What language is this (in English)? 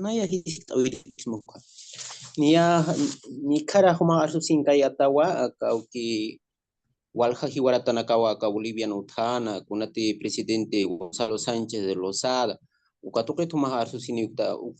Aymara